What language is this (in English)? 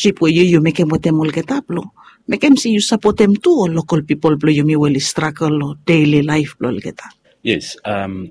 Bislama